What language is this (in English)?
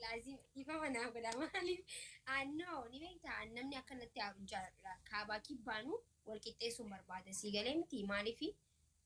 Oromo